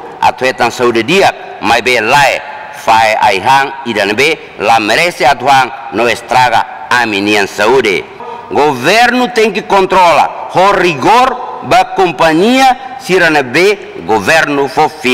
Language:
Tetum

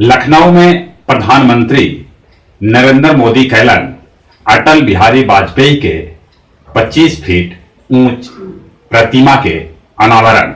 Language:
Magahi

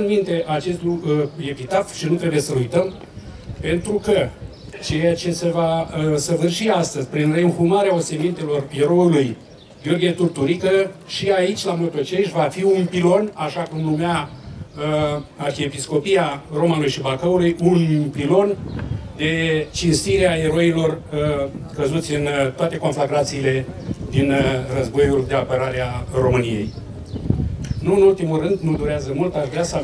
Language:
Romanian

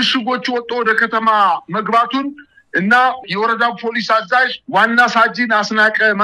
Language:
Amharic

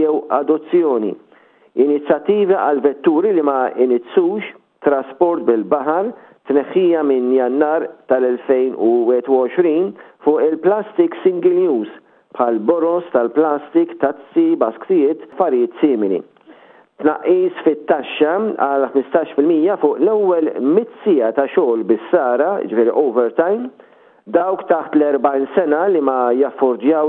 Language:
Maltese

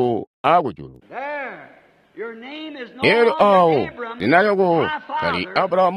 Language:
Tonga (Zambia)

